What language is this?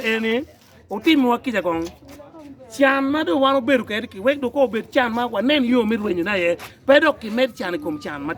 Acoli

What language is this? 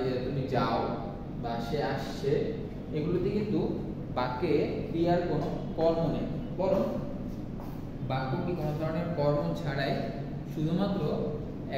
Bangla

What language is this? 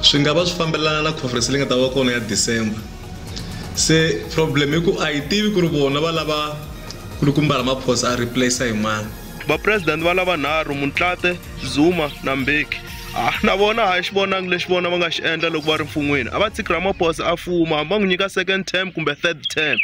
Tsonga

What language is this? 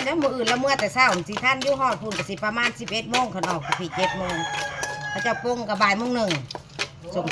Northeastern Thai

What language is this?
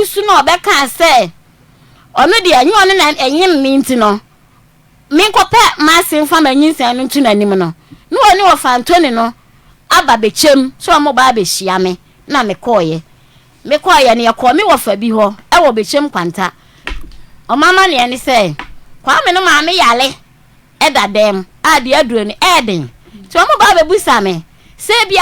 Akan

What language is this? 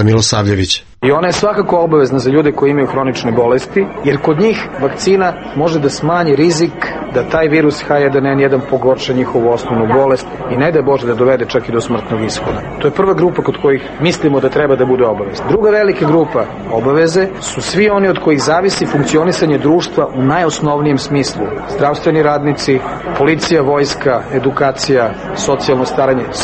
Serbian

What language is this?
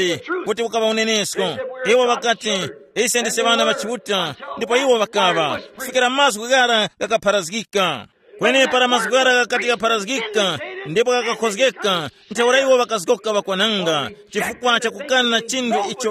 Tumbuka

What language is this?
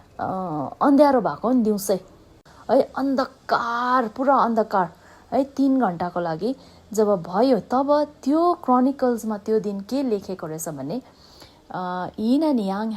Nepali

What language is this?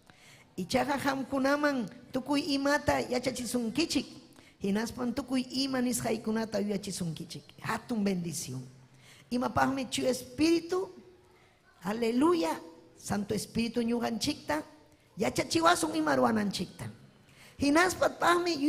Ayacucho Quechua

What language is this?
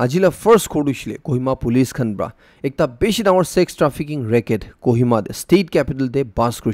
Naga Pidgin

